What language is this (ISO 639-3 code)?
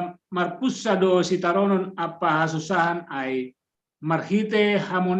bts